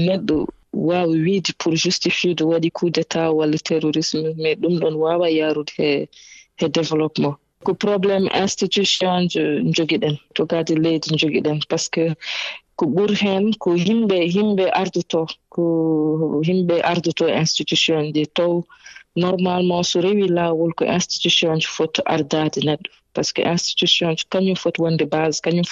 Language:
Fula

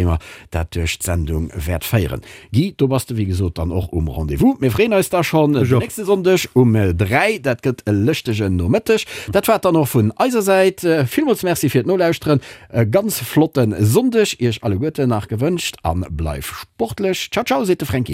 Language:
Luxembourgish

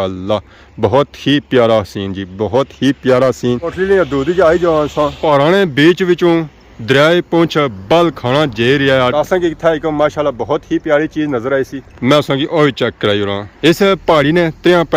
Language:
Pahari-Potwari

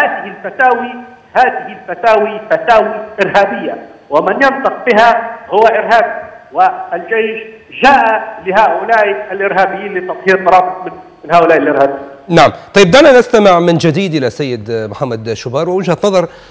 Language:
Arabic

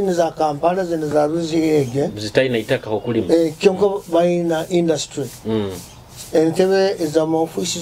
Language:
Nyoro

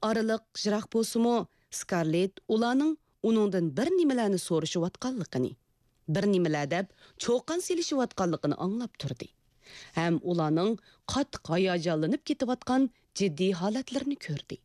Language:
Uyghur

